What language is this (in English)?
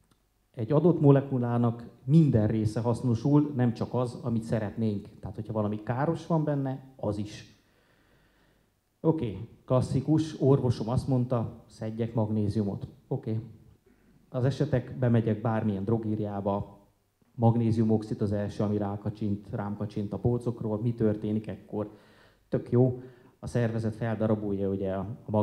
Hungarian